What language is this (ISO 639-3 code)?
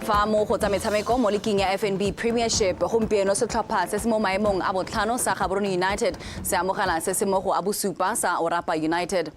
tsn